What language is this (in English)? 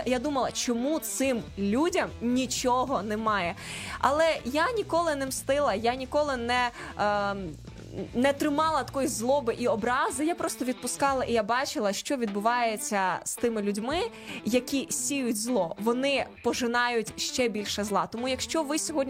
Ukrainian